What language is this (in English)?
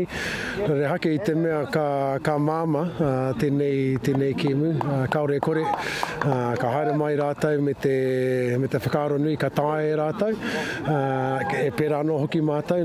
Māori